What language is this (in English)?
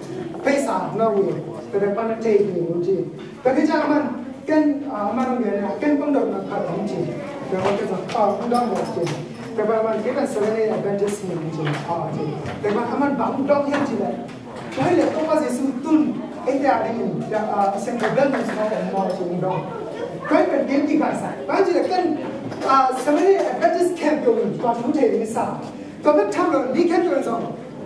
Tedim Chin